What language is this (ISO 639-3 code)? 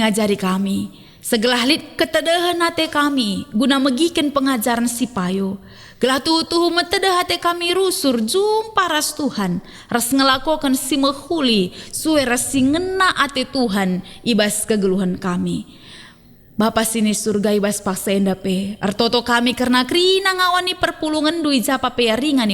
btx